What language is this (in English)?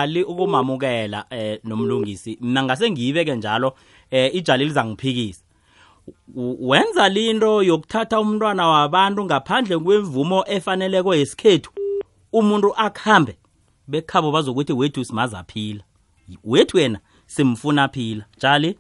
South Ndebele